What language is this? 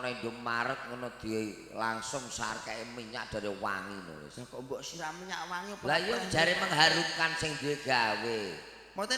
Javanese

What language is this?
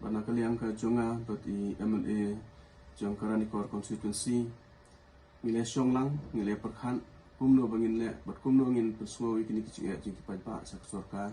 Khasi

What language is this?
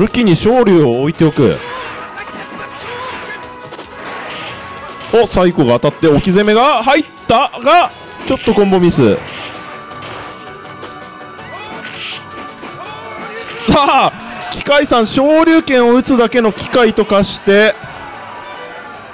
Japanese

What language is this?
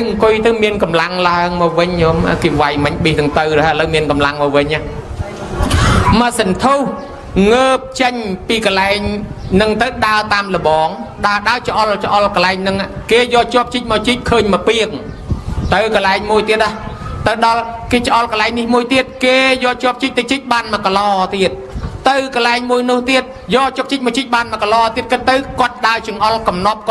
Khmer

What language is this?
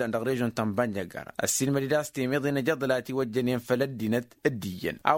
Tamasheq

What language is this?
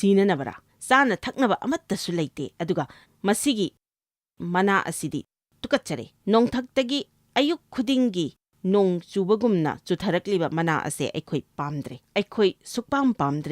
Manipuri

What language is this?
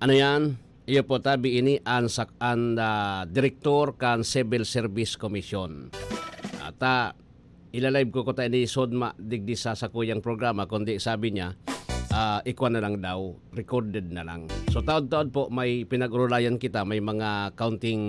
Bikol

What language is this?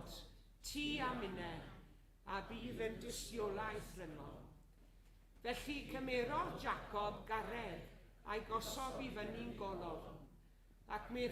Welsh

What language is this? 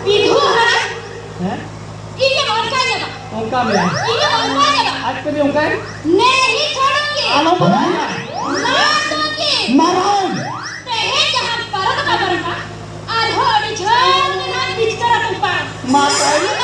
Santali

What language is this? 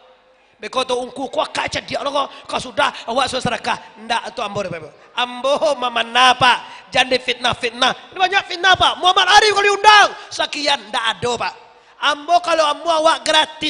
Minangkabau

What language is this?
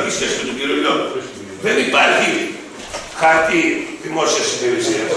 Greek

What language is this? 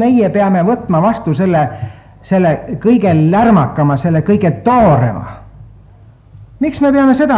Estonian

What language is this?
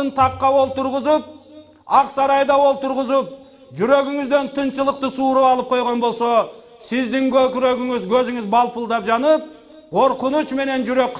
Kyrgyz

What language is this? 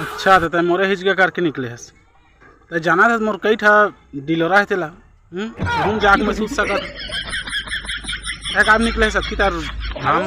Chhattisgarhi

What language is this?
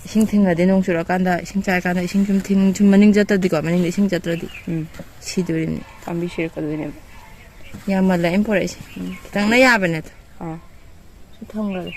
Manipuri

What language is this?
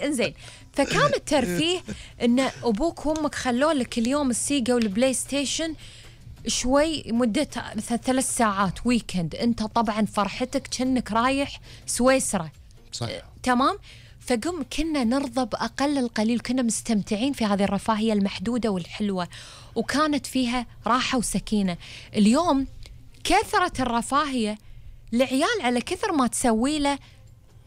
Gulf Arabic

